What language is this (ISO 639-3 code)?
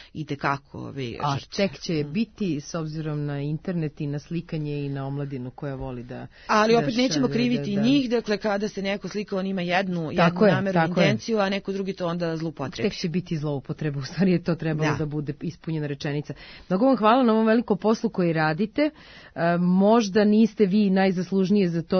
srp